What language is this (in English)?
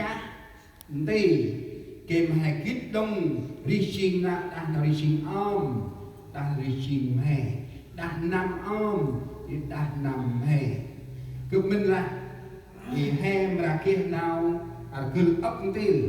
Central Mnong